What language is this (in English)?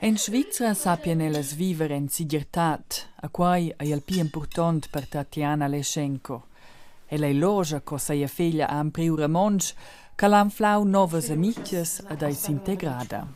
Romansh